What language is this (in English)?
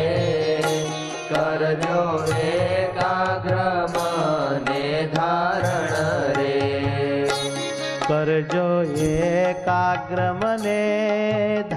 Gujarati